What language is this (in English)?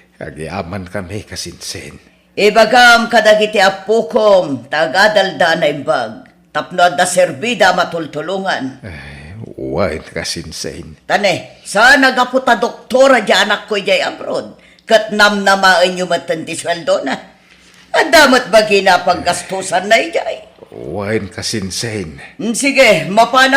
Iloko